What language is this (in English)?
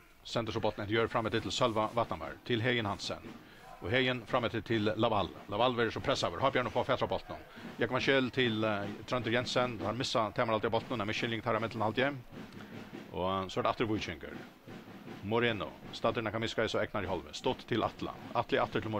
Faroese